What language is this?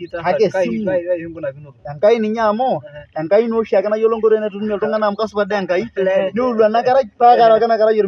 Masai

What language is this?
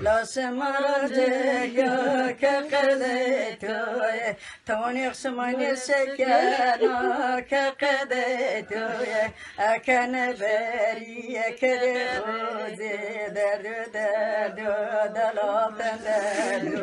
Zaza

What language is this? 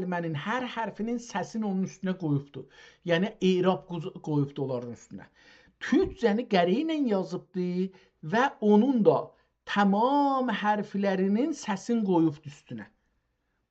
South Azerbaijani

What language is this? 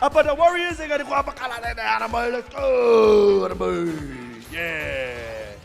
Māori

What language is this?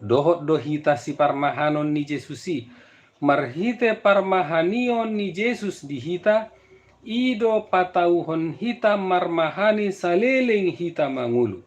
Batak Toba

